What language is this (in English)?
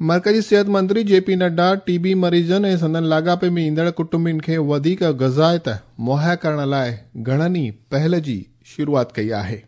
Sindhi